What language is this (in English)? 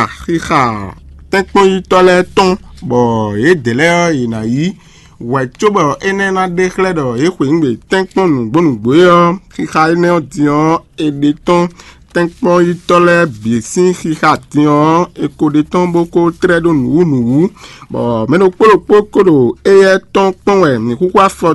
Fon